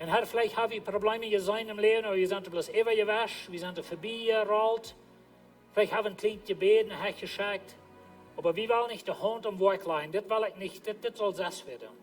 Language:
Plautdietsch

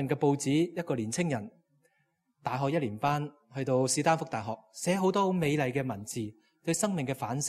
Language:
Cantonese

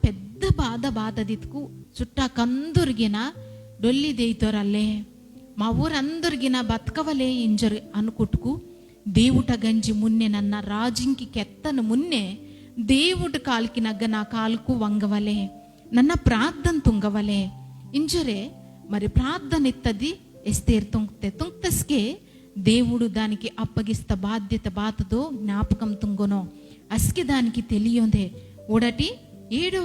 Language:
Koya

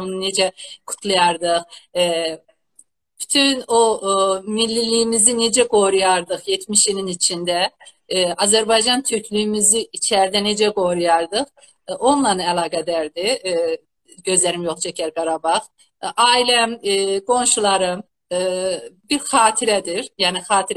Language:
South Azerbaijani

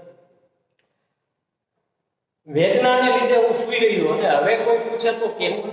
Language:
Gujarati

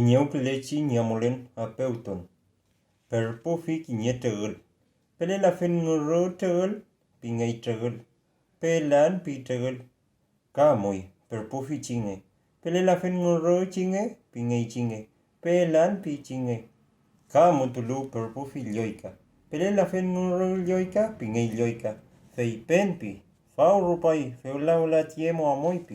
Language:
Mapuche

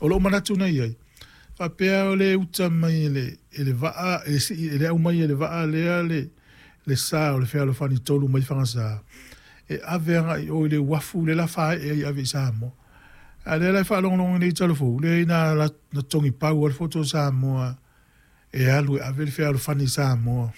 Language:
Samoan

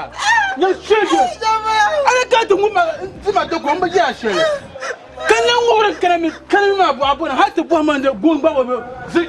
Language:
Dagbani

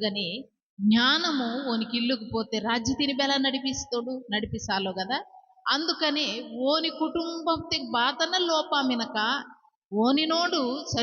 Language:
Koya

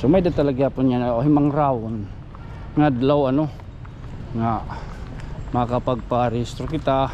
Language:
Waray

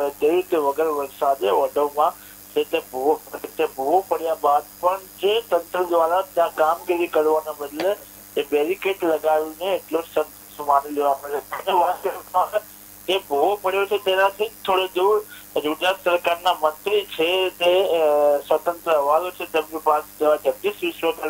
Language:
Gujarati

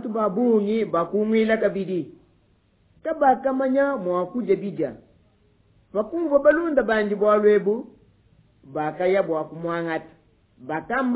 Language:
Luba-Lulua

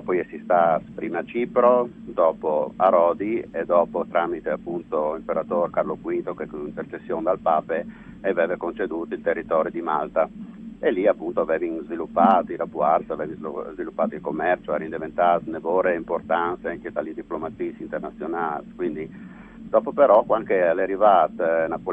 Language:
Friulian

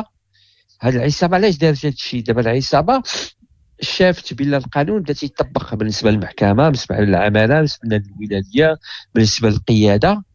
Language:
Moroccan Arabic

